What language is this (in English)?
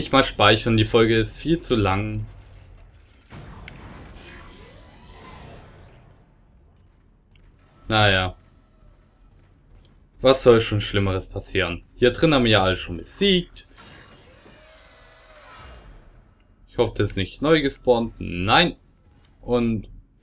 German